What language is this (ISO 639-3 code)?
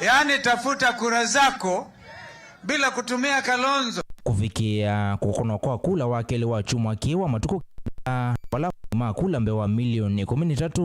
kam